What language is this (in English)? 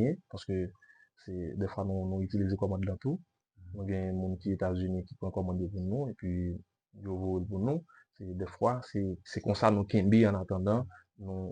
Haitian Creole